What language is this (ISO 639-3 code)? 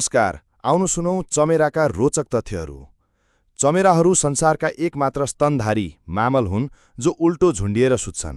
nep